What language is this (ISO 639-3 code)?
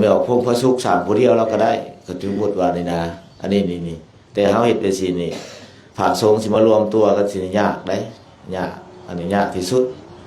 lao